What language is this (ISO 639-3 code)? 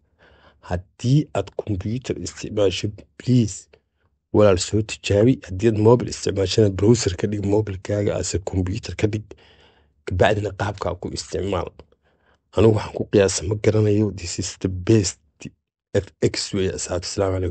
som